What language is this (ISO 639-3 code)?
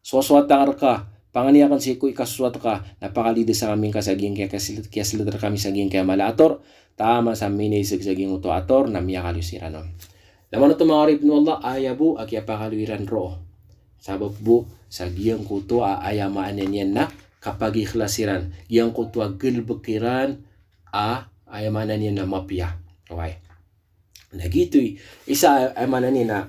mrw